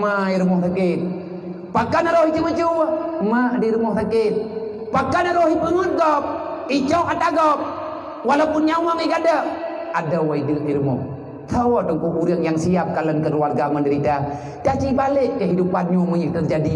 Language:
Achinese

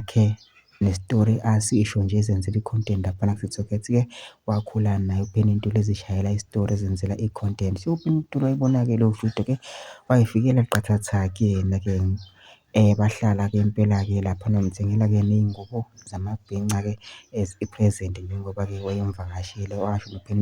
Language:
Zulu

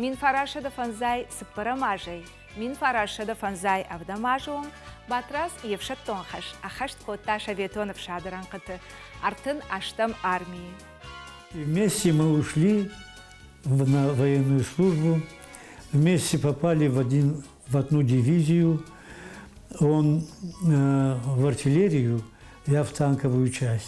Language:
Ossetic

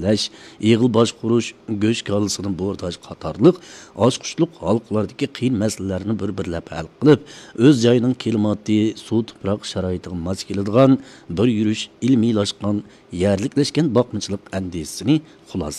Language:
Uyghur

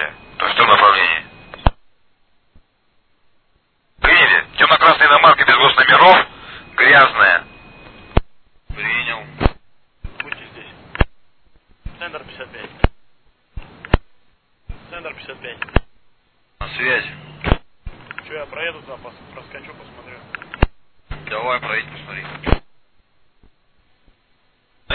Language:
Russian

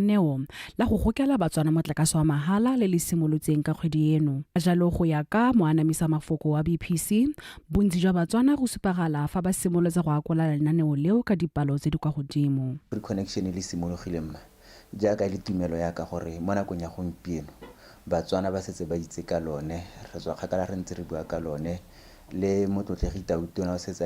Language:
Tswana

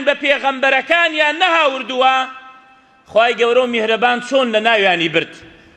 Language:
Central Kurdish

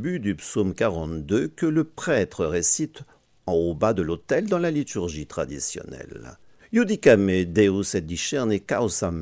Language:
French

